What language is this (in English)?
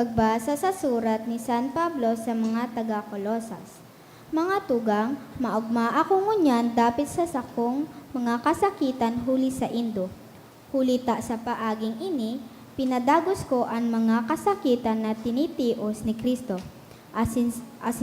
Bikol